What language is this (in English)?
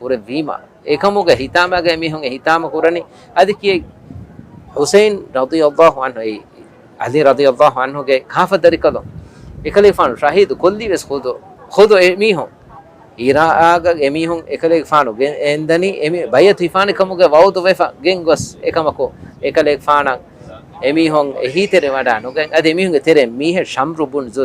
Divehi